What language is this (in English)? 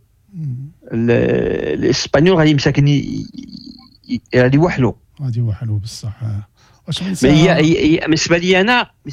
Moroccan Arabic